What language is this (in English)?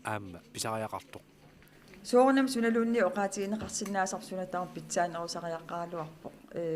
Kalaallisut